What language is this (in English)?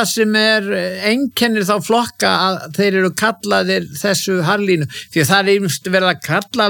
Icelandic